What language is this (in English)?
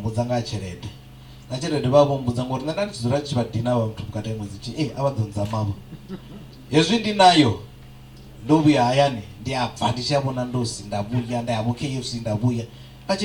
Venda